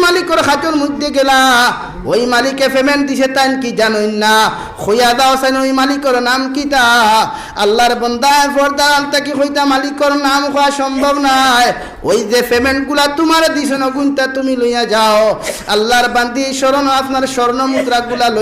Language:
Sylheti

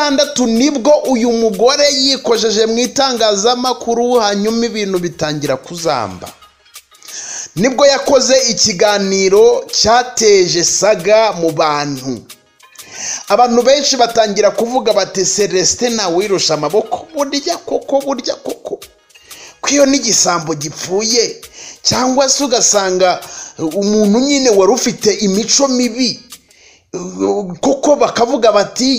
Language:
Kinyarwanda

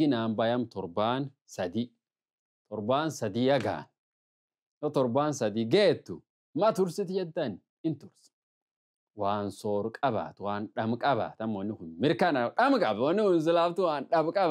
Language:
Oromo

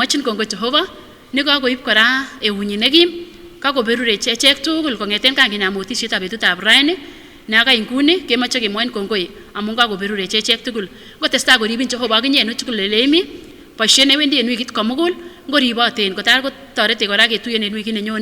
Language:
Kipsigis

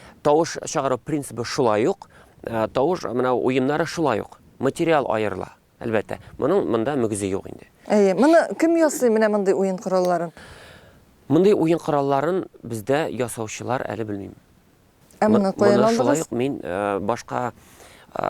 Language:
Tatar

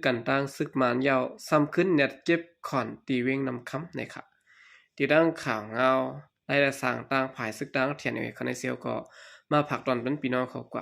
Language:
Shan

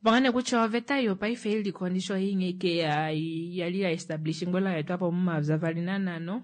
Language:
Kuanyama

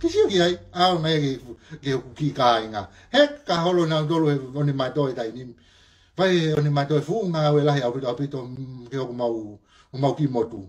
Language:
Tongan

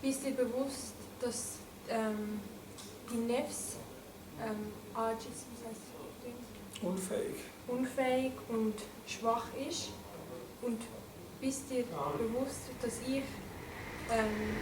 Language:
Swiss German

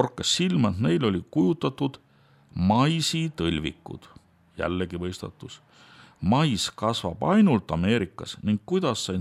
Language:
Estonian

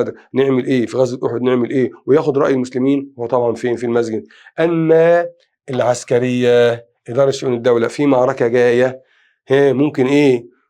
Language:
Egyptian Arabic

